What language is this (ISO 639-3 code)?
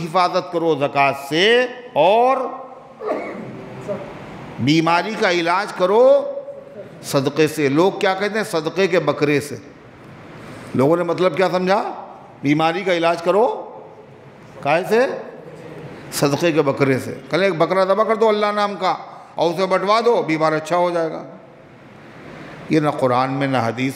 urd